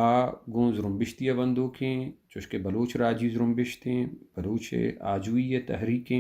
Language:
Baluchi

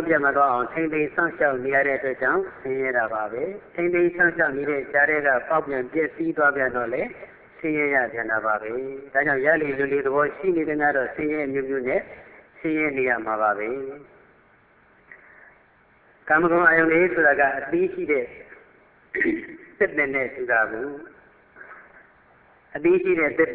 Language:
Burmese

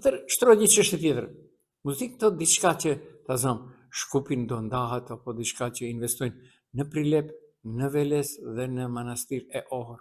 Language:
Albanian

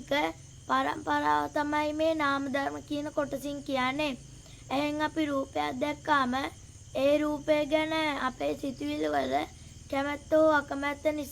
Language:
Sinhala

